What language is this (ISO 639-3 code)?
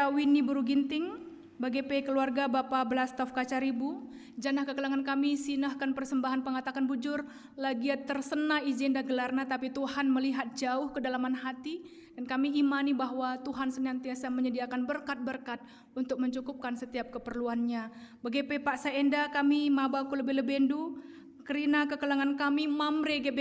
btx